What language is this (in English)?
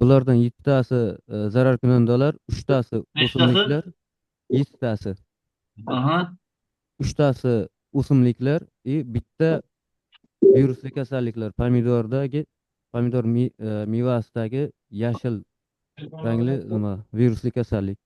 Uzbek